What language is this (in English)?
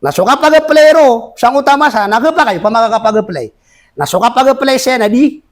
Maranao